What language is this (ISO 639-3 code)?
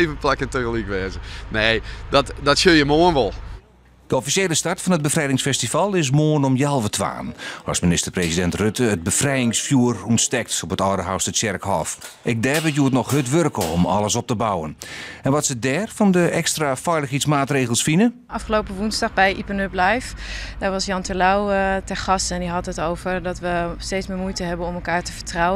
fry